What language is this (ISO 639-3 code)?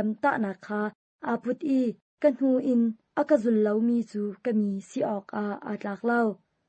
cnh